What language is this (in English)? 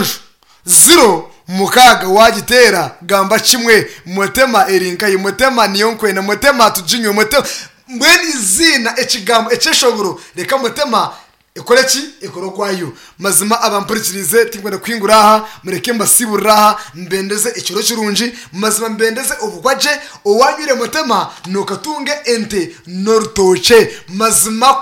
Nyankole